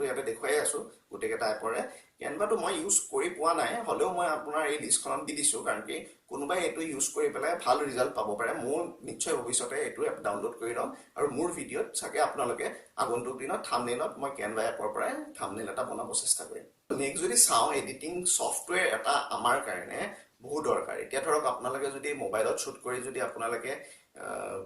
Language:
Assamese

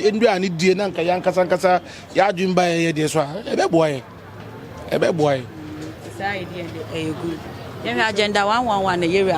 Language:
Akan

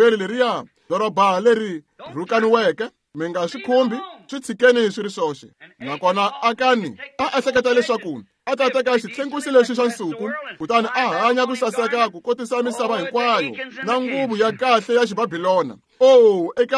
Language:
Tsonga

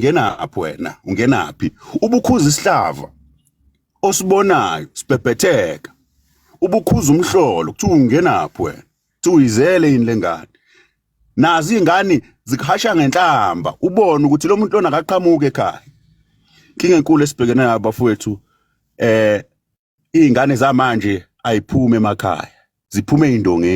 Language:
Zulu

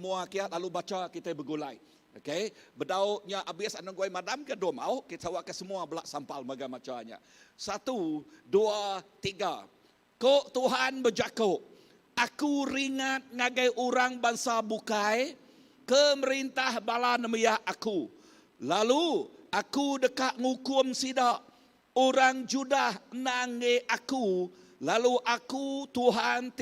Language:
Iban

